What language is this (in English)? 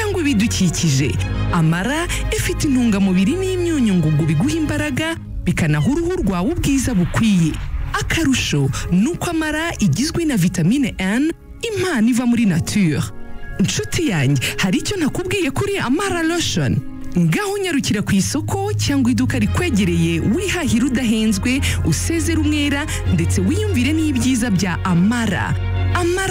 Kinyarwanda